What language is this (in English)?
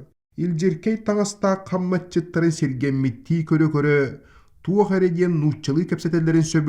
Yakut